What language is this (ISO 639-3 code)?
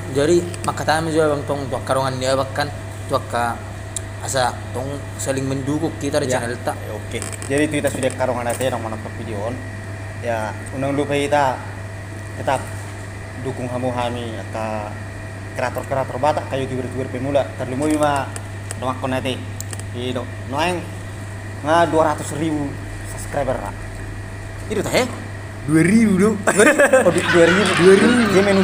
bbc